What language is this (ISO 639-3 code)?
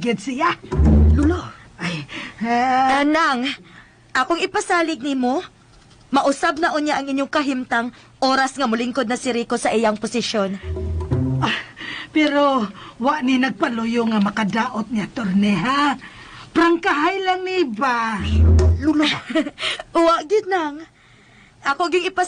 ceb